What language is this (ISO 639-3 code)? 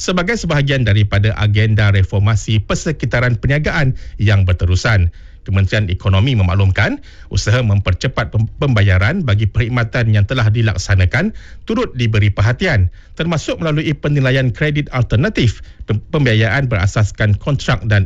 msa